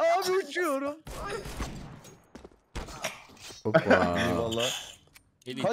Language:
Turkish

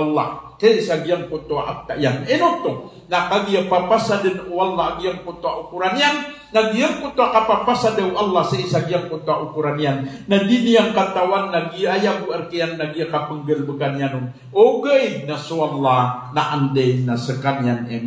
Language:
Maranao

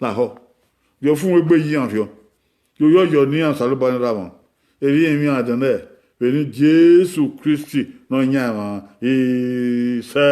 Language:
Bini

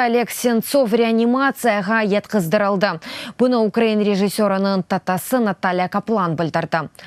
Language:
Crimean Tatar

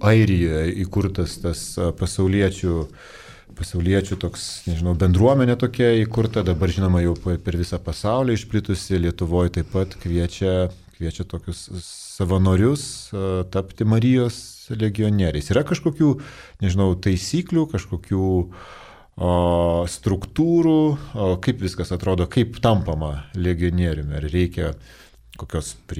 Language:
Lithuanian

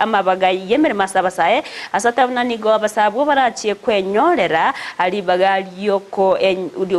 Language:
Gusii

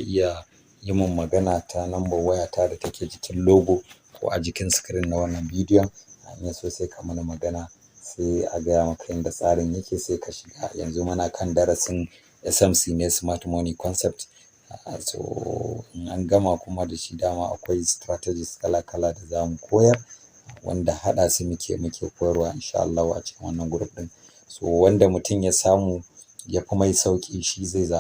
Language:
Hausa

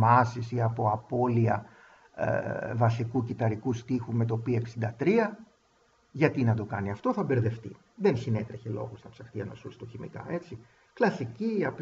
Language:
Greek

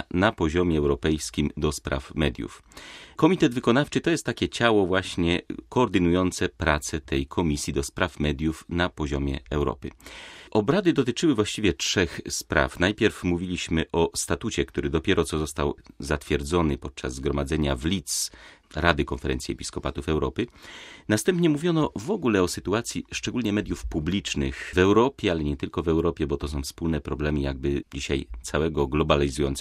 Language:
Polish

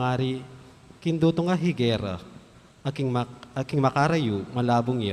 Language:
Pampanga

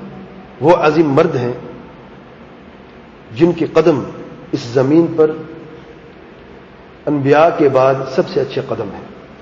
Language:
Urdu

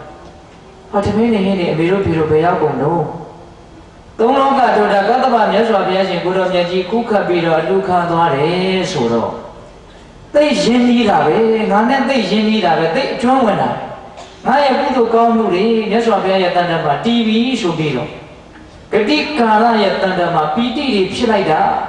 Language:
Burmese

